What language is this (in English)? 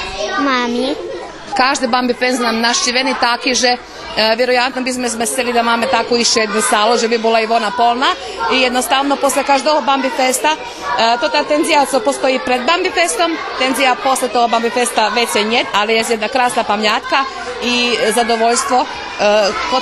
Rusyn